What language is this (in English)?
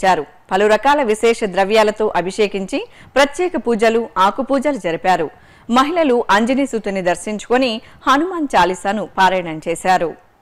Telugu